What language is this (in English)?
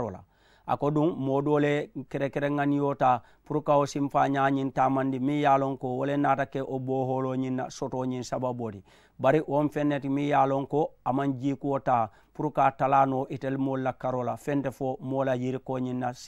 Mandingo